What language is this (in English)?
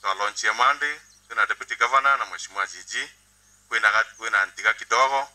Meru